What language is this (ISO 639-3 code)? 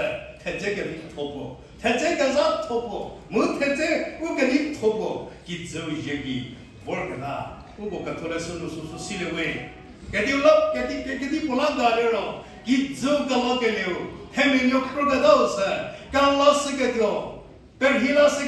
njm